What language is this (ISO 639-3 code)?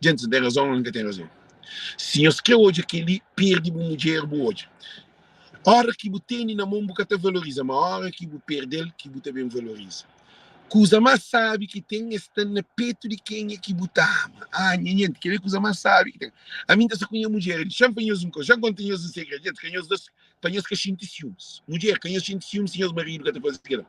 kea